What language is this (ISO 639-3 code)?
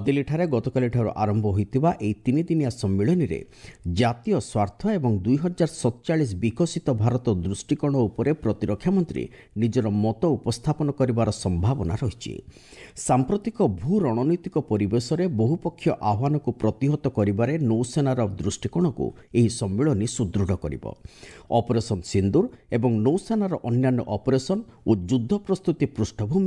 ori